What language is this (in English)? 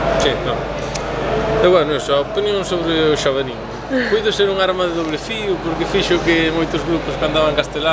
Galician